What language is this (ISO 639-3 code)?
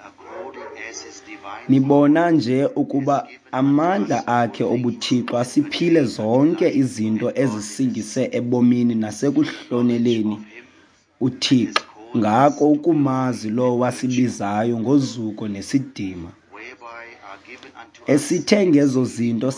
xho